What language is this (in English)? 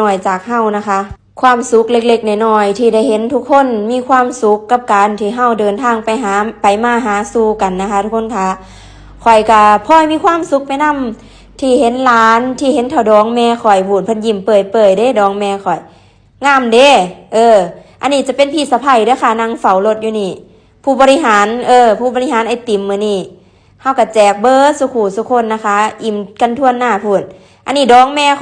Northeastern Thai